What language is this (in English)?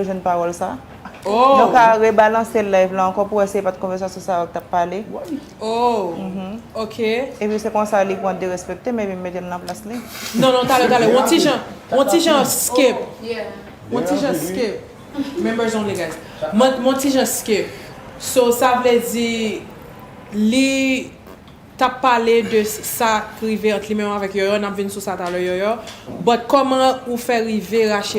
Haitian Creole